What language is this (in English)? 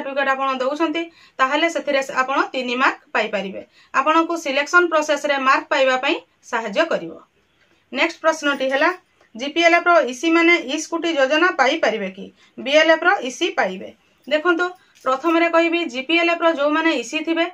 Odia